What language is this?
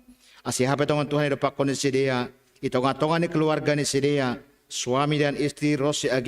Batak Simalungun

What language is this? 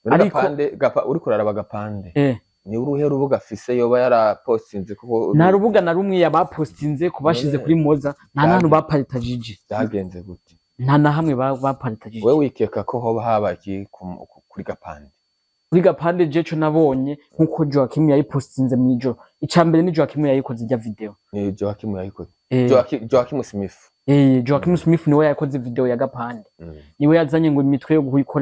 Rundi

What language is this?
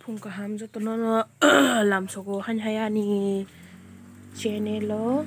Kok Borok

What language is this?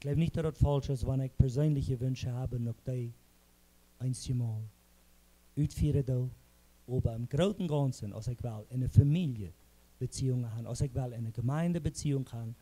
Plautdietsch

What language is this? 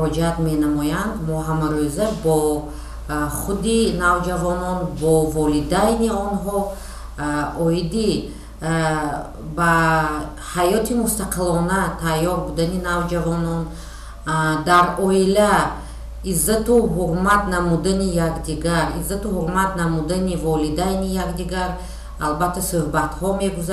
Tajik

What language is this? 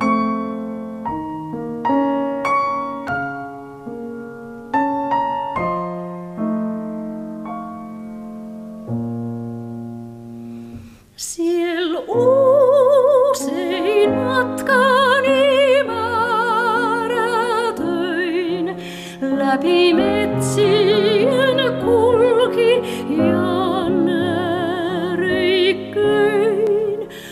Finnish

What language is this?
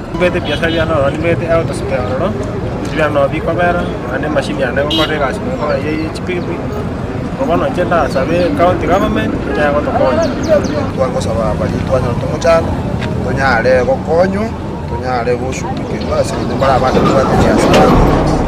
Gusii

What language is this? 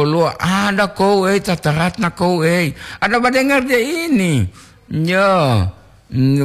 Gorontalo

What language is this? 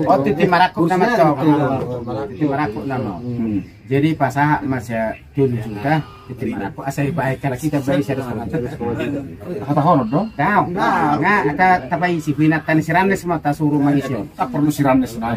Batak Toba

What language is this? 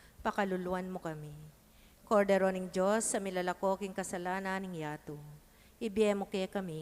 Pampanga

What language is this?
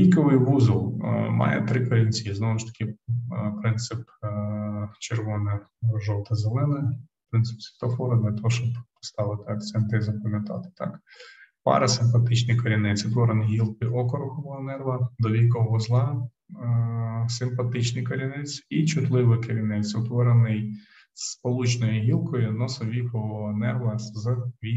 Ukrainian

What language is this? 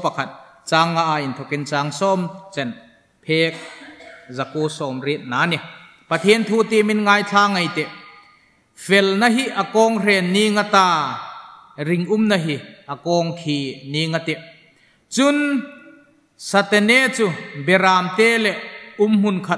Hmar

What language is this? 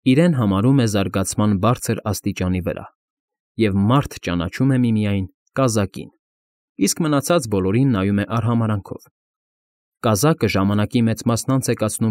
Armenian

